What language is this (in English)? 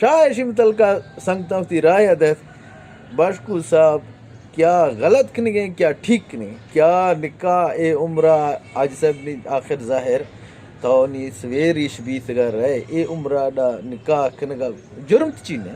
Eastern Balochi